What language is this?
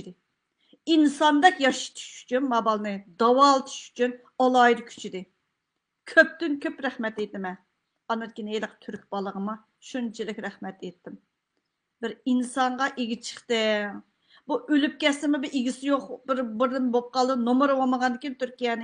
Uyghur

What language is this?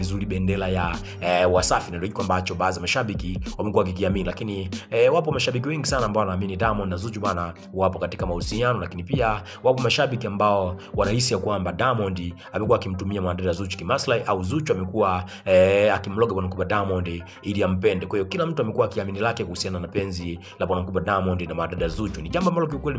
Swahili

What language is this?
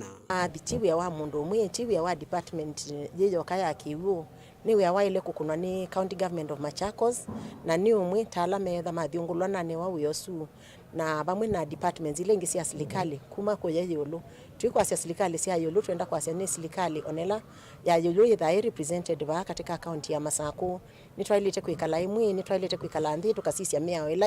Kamba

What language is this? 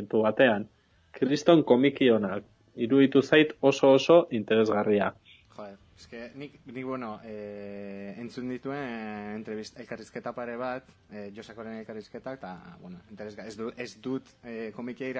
Basque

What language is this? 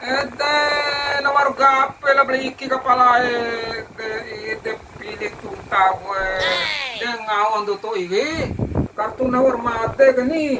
Bima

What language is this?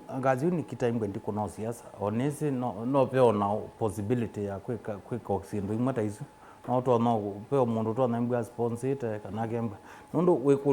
Kamba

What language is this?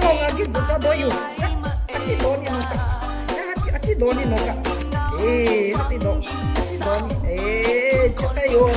Lahu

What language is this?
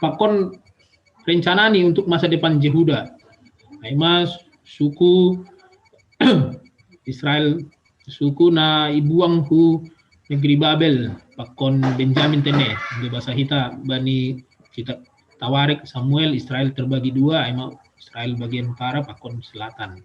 Batak Simalungun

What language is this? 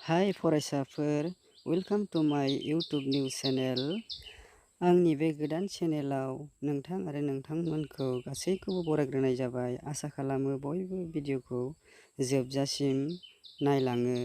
Bodo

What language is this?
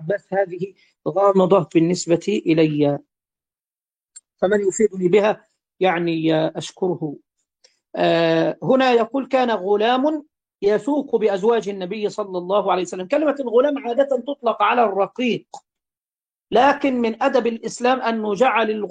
Arabic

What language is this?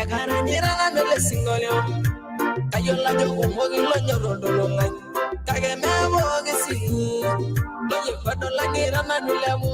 Masai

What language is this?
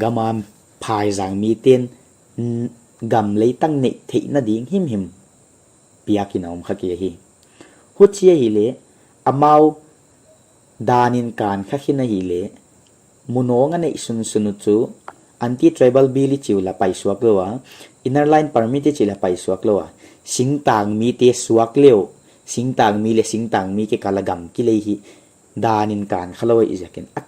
Paite Chin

